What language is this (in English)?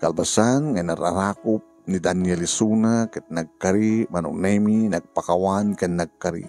Iloko